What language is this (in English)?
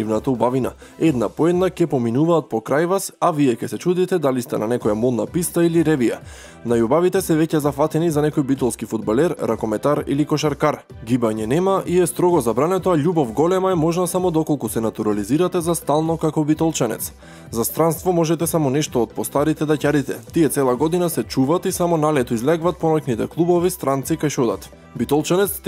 Macedonian